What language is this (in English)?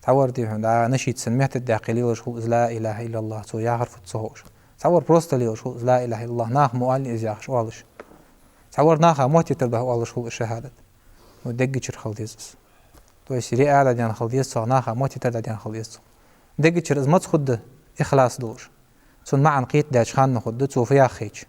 Ingush